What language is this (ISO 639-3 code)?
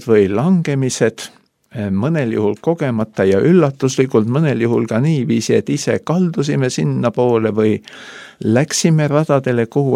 est